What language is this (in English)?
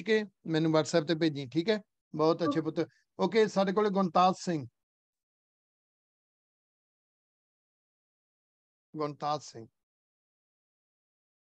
Punjabi